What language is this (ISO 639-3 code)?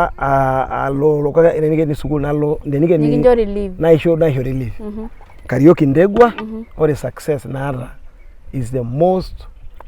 mas